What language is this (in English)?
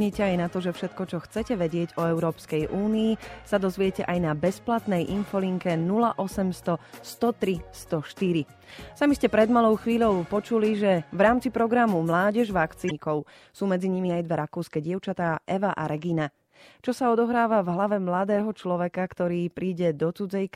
Slovak